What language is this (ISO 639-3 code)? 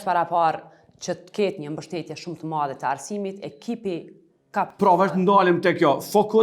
sqi